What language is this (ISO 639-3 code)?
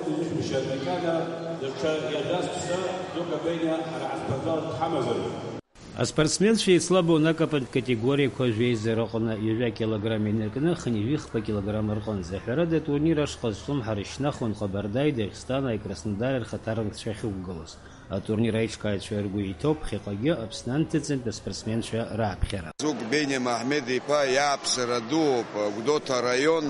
abk